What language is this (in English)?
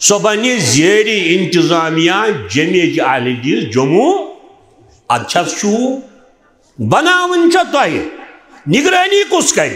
Kashmiri